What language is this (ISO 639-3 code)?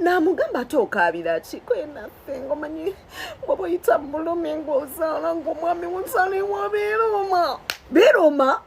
lug